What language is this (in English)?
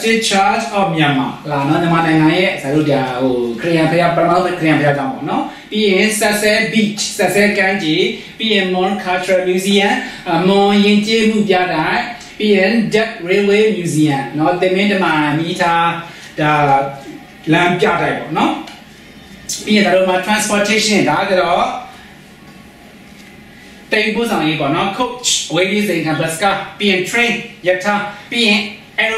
Burmese